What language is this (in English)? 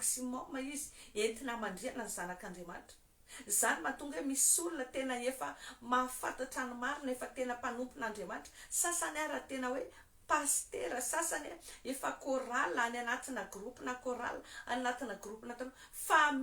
Malagasy